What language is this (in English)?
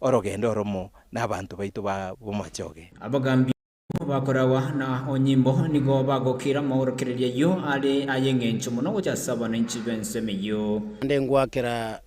Gusii